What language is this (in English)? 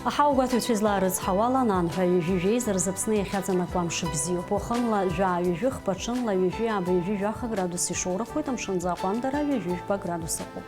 Abkhazian